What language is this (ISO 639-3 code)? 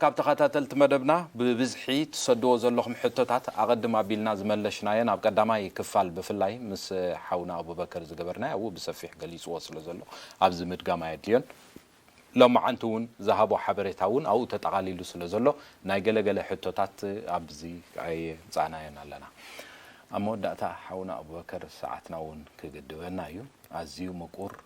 tir